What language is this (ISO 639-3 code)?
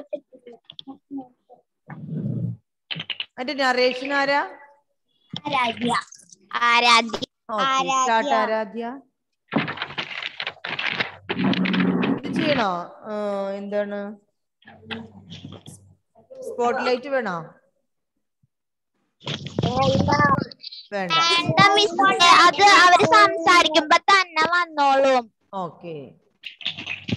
mal